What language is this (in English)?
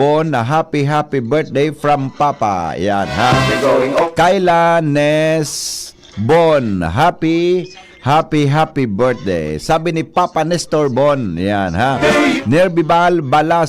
Bikol